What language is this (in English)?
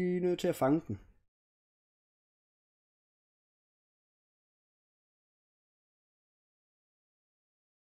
Danish